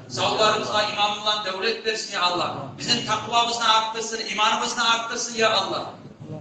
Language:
Kumyk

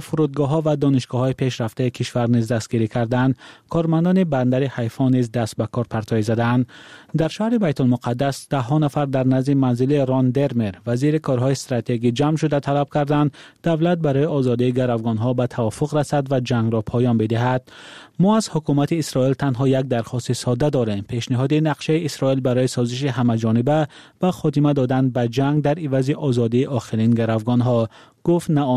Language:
Tajik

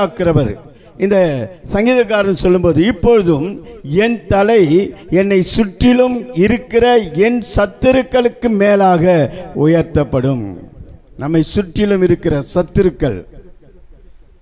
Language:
Tamil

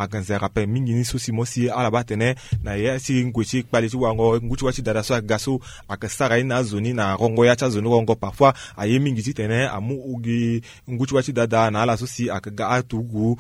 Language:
Sango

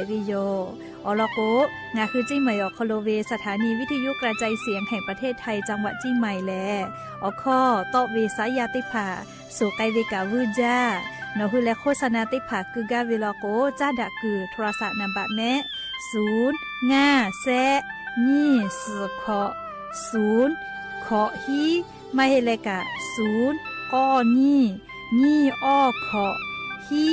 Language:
Lahu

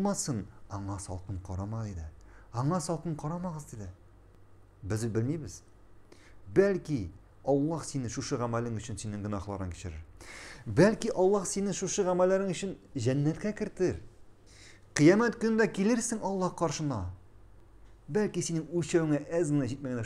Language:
Tatar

